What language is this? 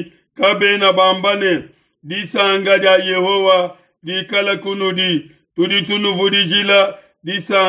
Luba-Lulua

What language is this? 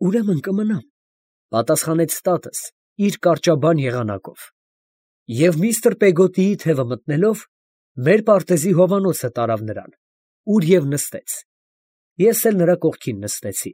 Armenian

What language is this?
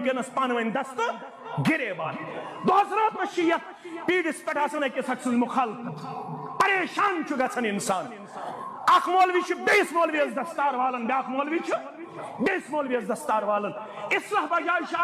Kashmiri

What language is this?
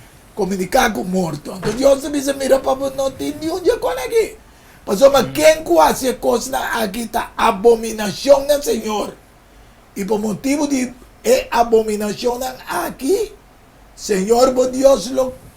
Papiamento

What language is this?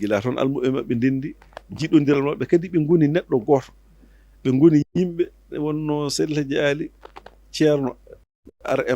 Fula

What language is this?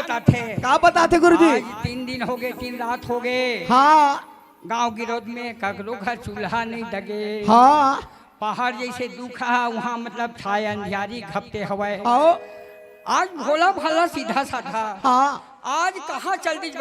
Chhattisgarhi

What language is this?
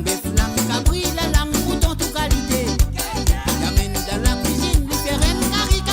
Morisyen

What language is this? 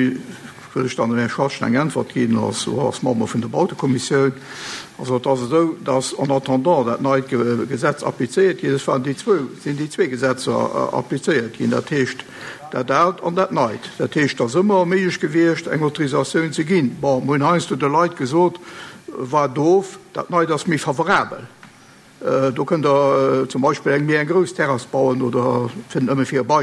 Luxembourgish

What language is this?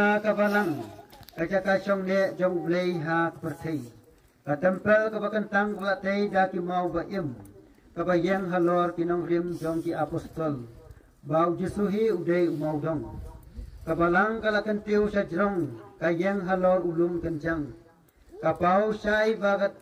Khasi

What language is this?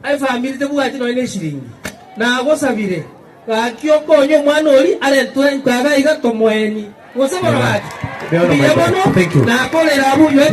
Gusii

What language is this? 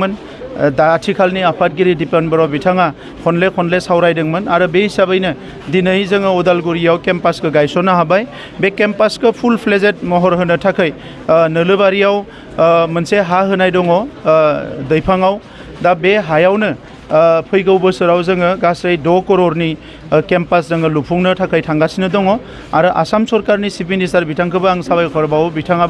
Bodo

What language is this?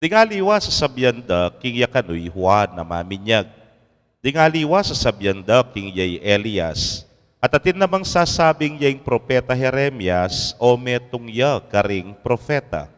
Pampanga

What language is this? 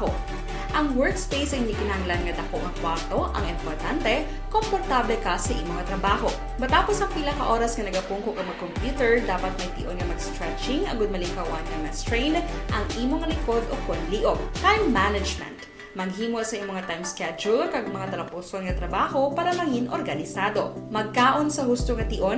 Hiligaynon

